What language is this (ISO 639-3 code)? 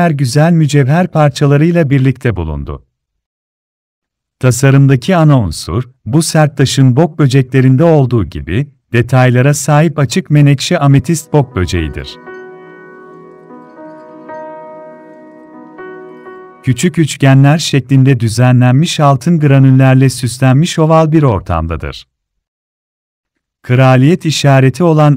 tur